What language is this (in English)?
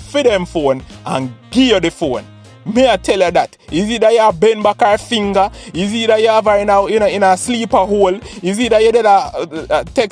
Jamaican Creole English